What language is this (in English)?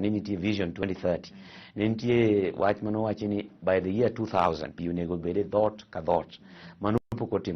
Luo (Kenya and Tanzania)